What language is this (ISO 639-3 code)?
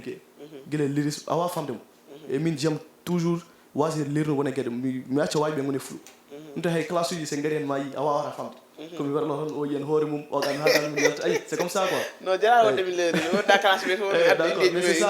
ful